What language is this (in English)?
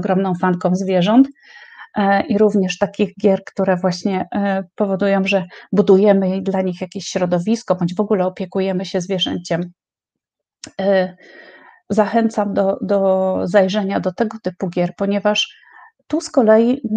Polish